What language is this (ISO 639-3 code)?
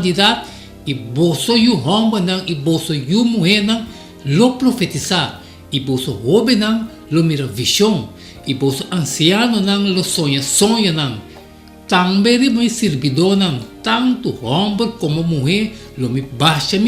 pap